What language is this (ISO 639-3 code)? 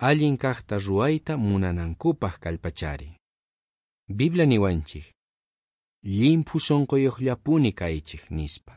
quh